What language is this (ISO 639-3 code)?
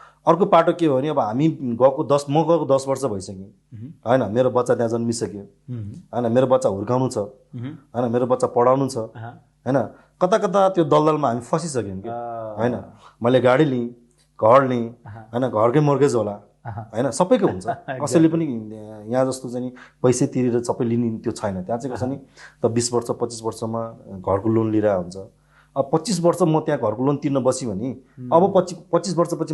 nep